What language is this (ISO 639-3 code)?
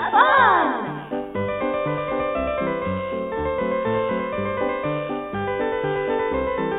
ara